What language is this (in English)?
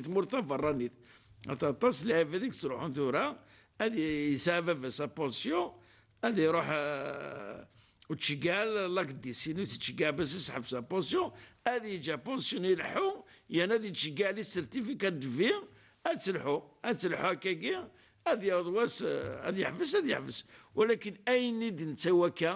Kabyle